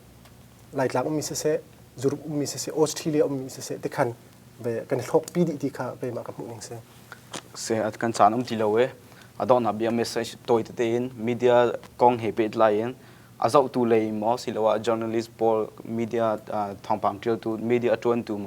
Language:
Hakha Chin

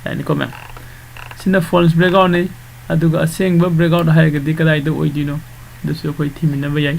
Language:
Manipuri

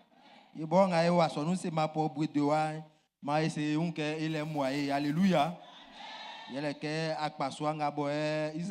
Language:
Baoulé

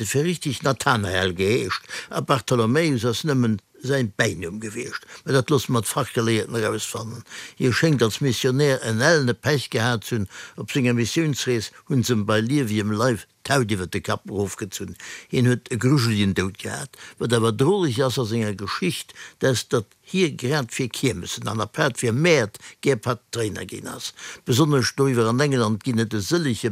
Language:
Luxembourgish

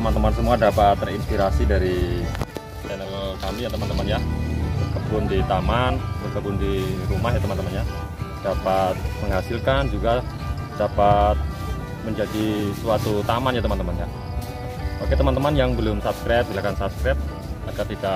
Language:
Indonesian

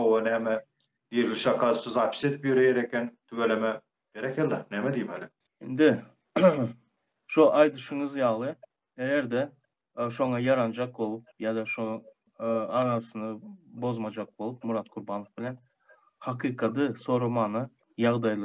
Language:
Turkmen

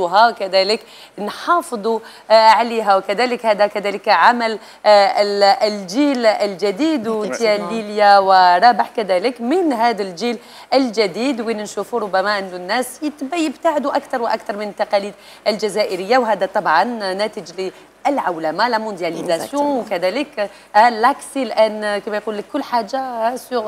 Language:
Algerian Arabic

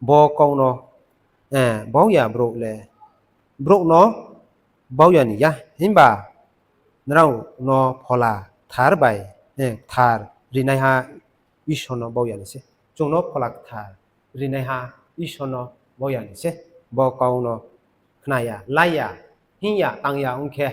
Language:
Riang (India)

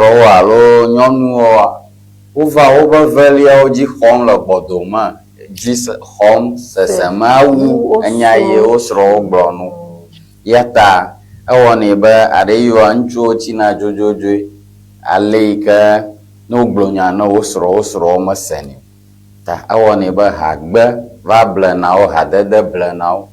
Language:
Ewe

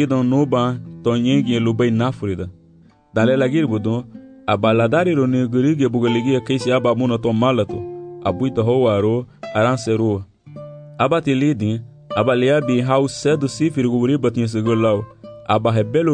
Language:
Garifuna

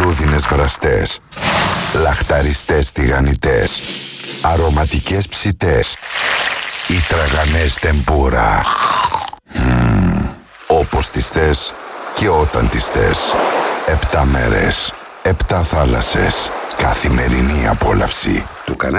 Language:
Greek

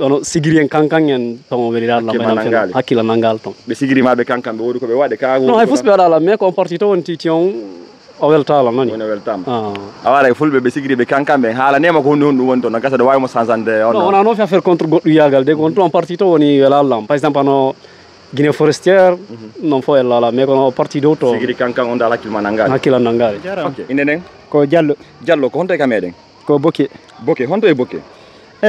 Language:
Fula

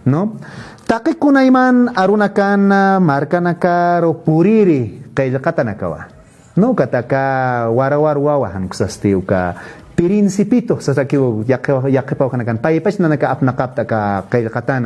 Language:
Aymara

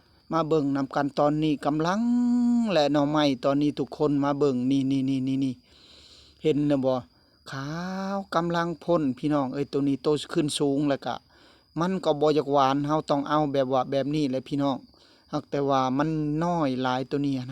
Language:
Northeastern Thai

